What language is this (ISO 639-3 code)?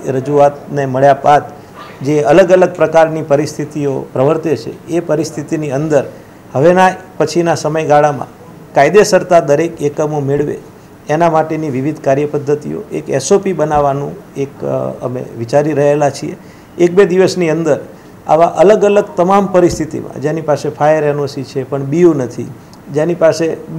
guj